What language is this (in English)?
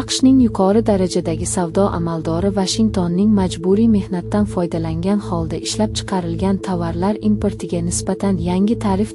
Uzbek